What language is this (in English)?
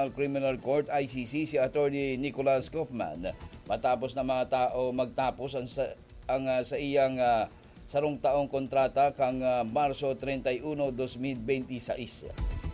Bikol